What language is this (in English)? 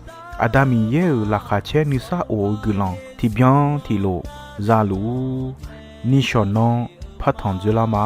Akha